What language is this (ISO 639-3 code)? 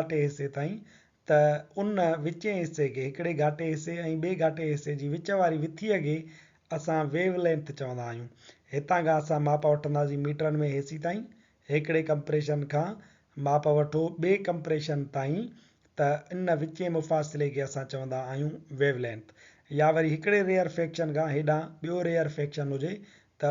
snd